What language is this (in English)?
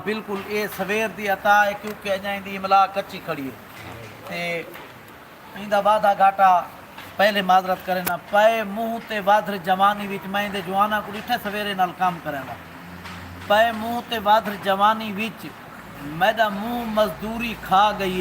Saraiki